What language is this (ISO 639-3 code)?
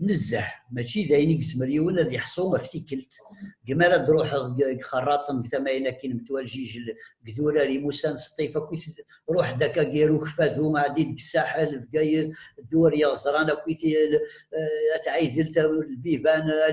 kab